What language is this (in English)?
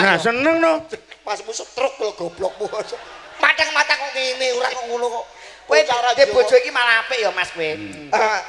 Javanese